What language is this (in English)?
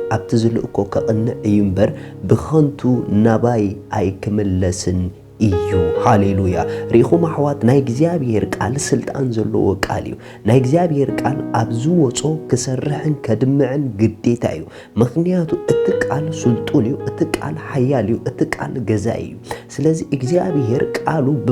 Tigrinya